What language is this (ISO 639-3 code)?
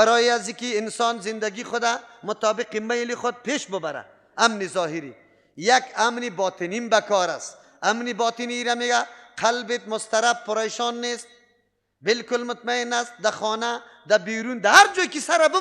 fas